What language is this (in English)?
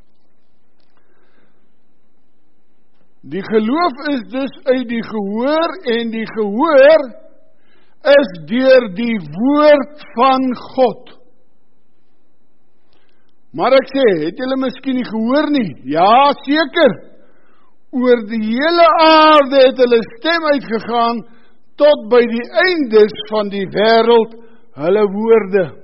Afrikaans